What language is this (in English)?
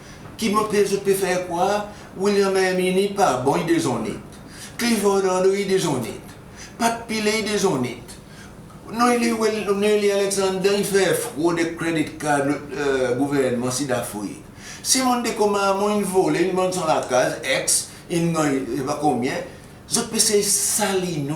Seselwa Creole French